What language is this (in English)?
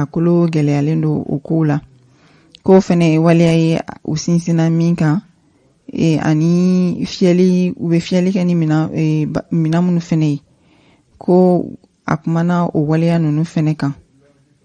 Bambara